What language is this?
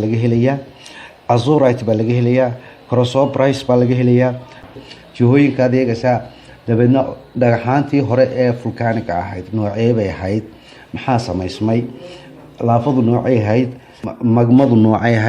Somali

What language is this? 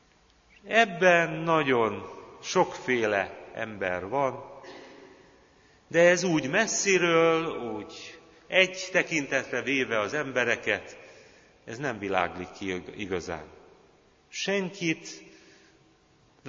Hungarian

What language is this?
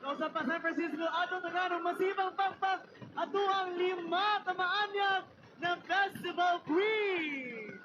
Hiligaynon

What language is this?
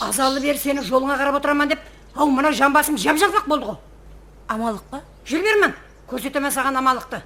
Kara-Kalpak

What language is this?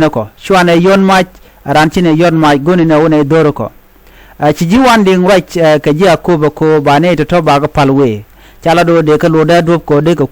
Nuer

